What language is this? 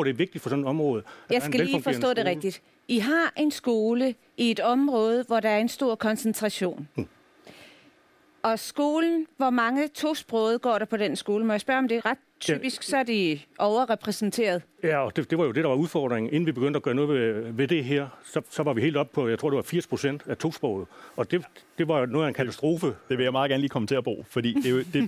Danish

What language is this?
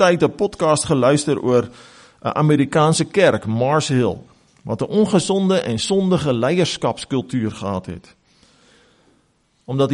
Afrikaans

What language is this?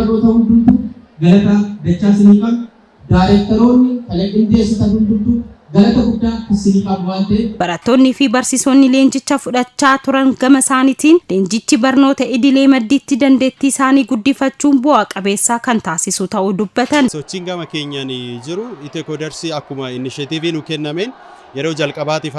Oromo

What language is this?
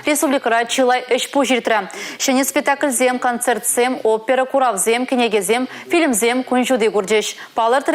Chuvash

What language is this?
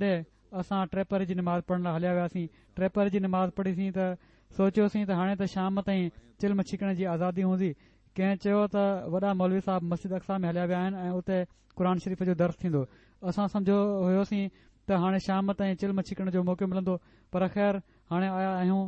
Sindhi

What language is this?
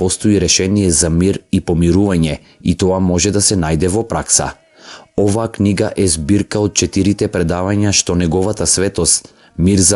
Macedonian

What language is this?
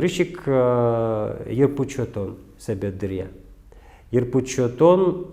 Udmurt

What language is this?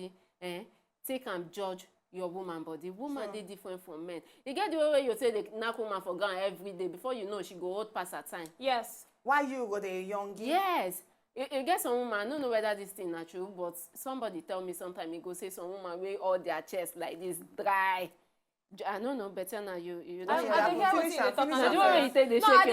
Nigerian Pidgin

